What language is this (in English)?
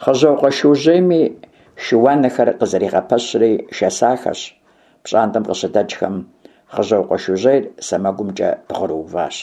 Kabardian